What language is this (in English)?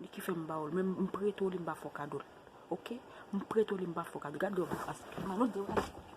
Haitian Creole